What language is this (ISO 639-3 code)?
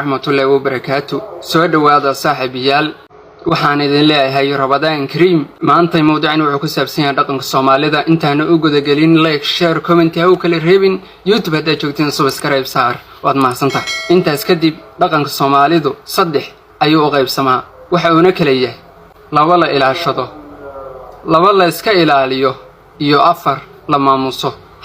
som